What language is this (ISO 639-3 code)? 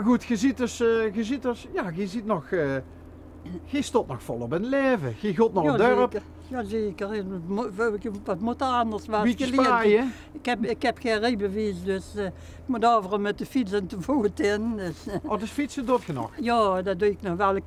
lim